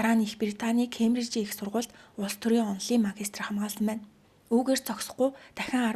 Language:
Mongolian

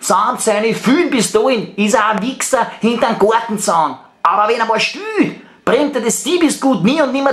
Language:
Bavarian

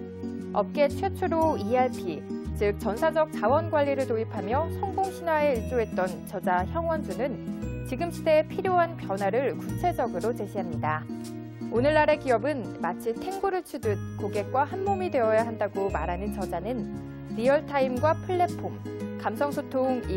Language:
Korean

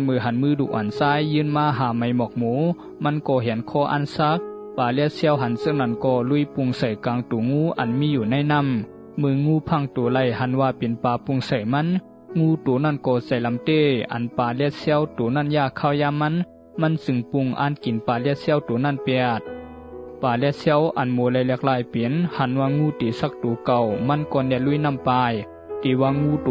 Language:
Shan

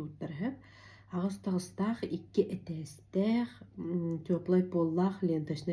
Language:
Yakut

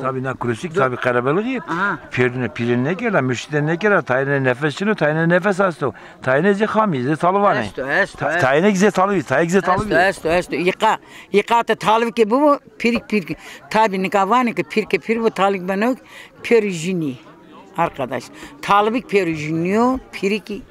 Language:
Zaza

